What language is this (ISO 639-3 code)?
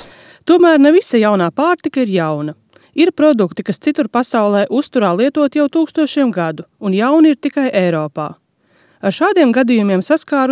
lav